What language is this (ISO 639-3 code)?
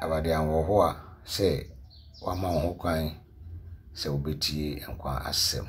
aka